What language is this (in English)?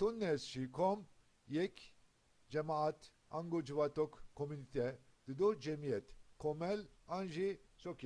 Kurdish